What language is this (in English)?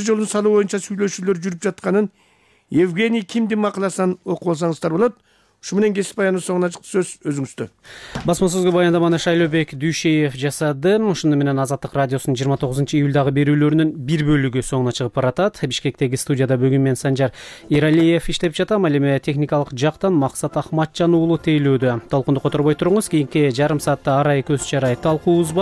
Kyrgyz